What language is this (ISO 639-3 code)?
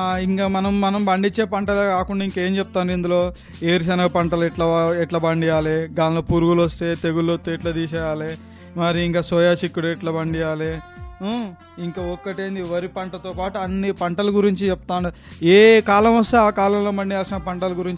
tel